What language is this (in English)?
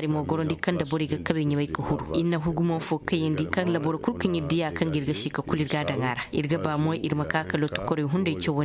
Koyraboro Senni